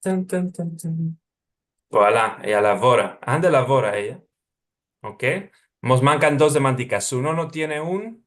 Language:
Ladino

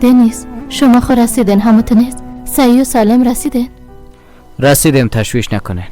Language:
Persian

